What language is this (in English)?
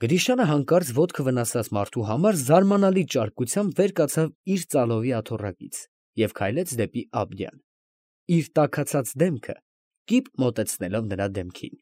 Armenian